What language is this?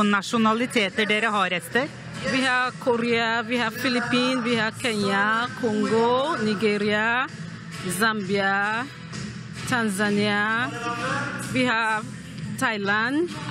Norwegian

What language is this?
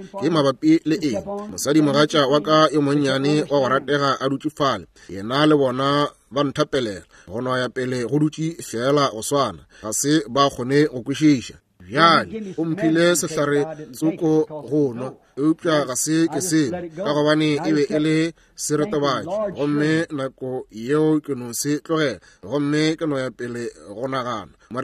Northern Sotho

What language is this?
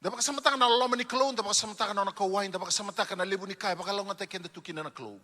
Fijian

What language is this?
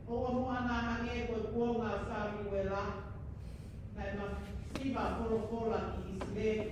Tongan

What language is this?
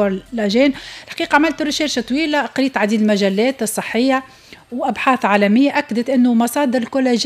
Tunisian Arabic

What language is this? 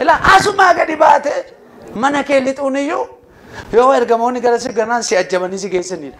Oromo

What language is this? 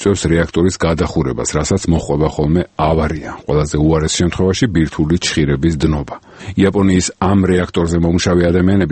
Georgian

